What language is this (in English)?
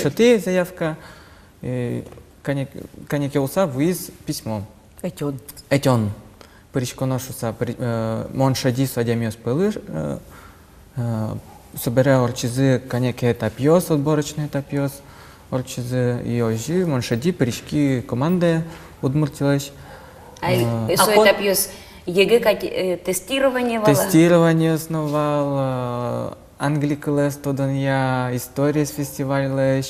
Udmurt